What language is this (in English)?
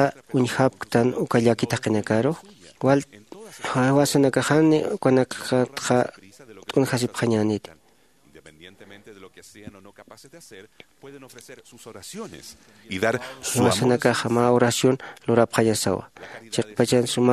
Aymara